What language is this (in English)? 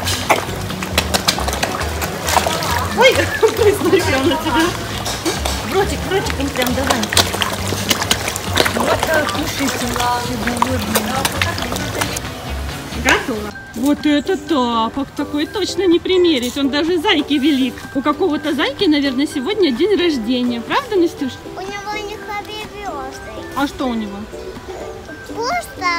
Russian